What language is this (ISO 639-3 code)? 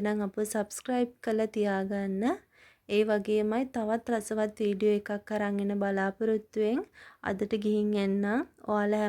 sin